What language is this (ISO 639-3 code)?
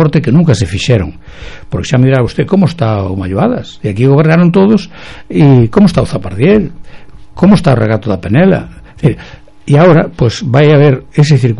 glg